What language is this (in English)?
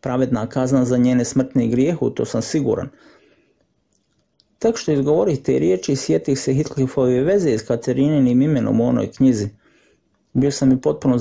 Croatian